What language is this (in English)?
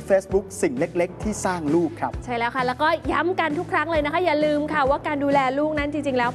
Thai